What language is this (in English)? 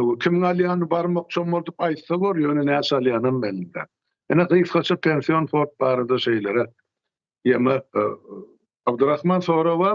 Turkmen